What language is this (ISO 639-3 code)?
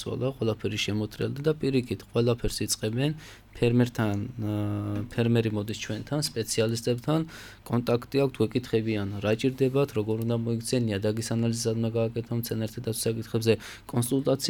kat